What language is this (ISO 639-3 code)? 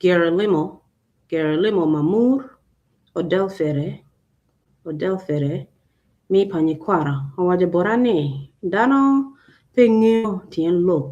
ach